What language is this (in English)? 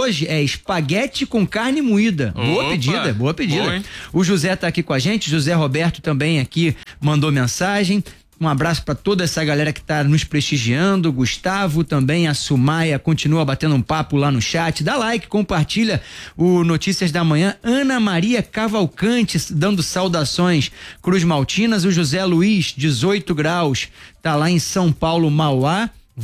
Portuguese